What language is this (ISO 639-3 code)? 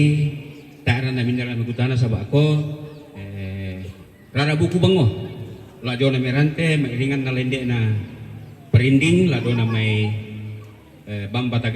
sda